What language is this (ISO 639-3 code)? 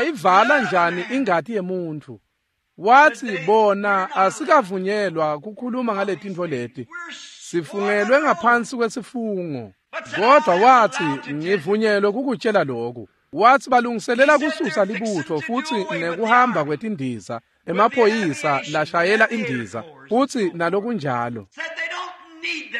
ssw